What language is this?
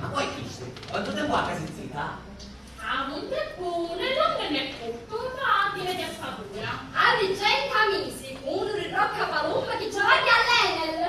Sicilian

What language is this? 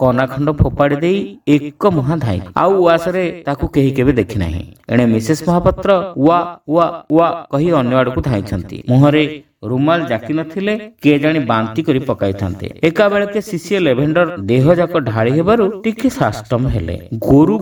Odia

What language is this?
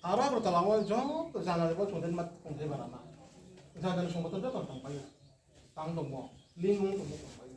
Riang (India)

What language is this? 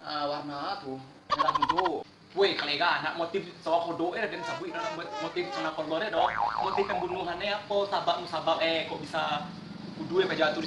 Minangkabau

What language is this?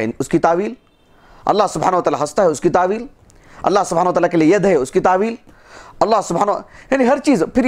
Urdu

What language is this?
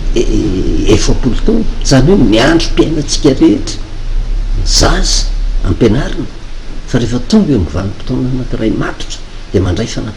Malagasy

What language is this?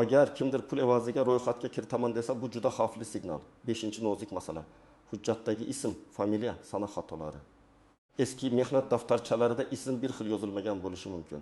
Uzbek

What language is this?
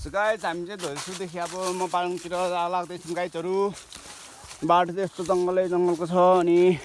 Nepali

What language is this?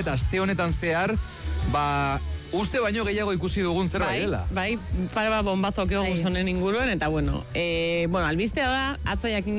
Basque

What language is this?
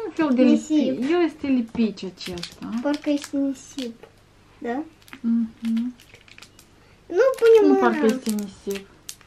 Romanian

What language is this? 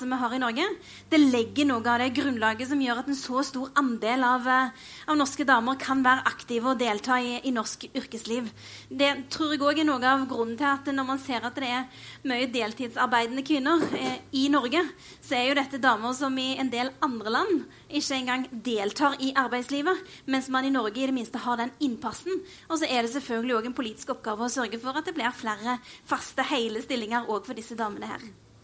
Norwegian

